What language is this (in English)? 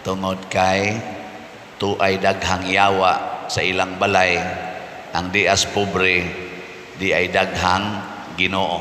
Cebuano